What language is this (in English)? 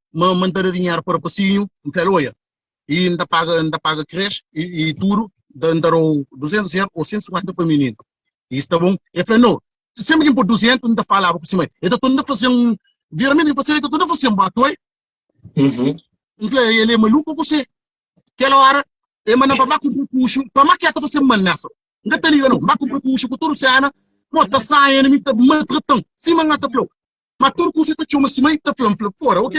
Kabuverdianu